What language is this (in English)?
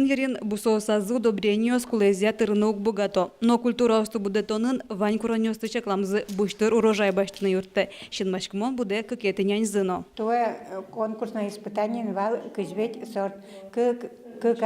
Udmurt